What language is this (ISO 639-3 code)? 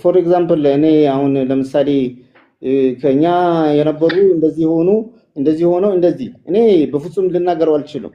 amh